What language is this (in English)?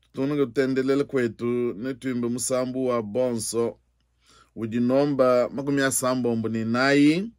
Luba-Lulua